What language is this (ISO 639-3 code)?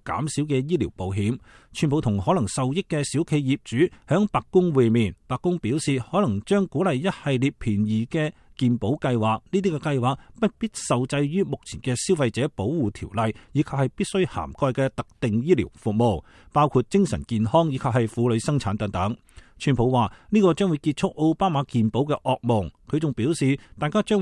yue